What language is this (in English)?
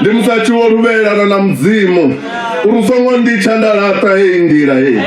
Venda